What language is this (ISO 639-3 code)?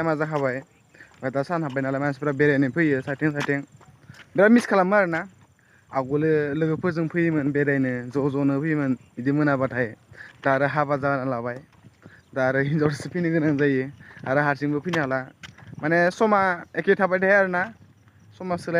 brx